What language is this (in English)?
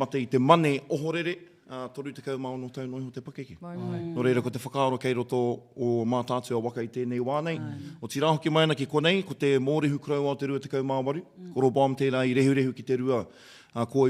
Māori